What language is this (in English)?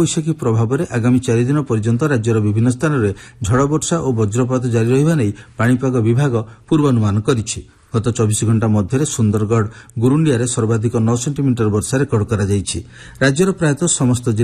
Odia